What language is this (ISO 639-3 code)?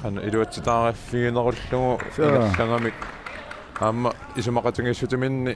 kal